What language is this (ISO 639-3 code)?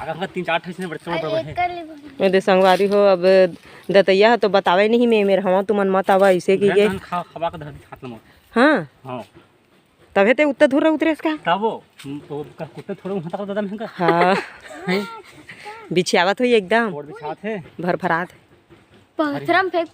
hne